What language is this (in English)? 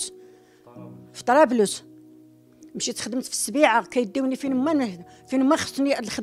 Moroccan Arabic